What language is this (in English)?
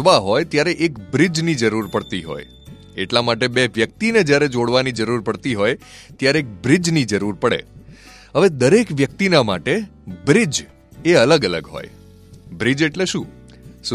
Gujarati